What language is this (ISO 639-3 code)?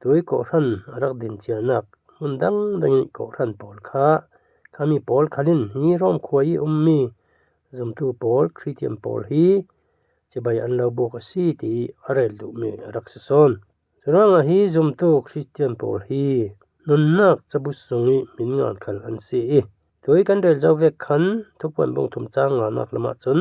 cfm